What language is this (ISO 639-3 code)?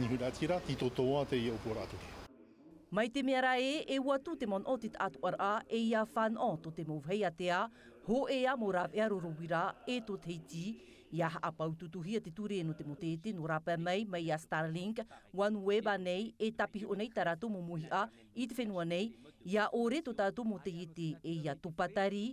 tah